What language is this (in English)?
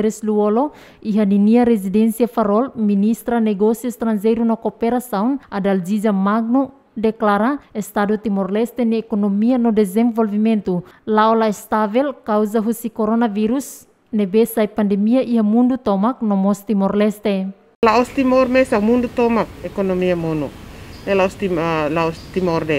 Tetum